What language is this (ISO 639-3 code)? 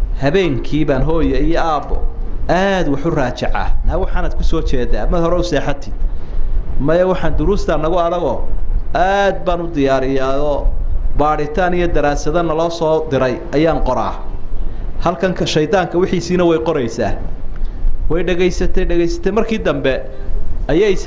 som